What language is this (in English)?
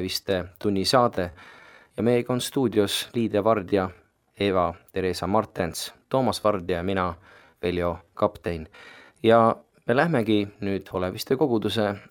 Estonian